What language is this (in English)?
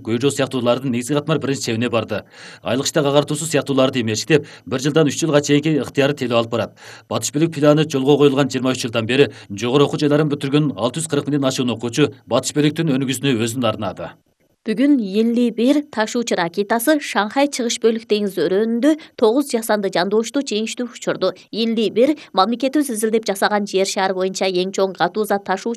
Kyrgyz